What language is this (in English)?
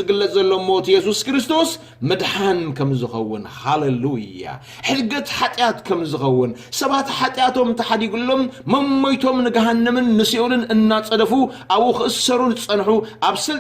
Tigrinya